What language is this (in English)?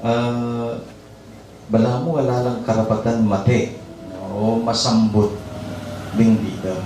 Pampanga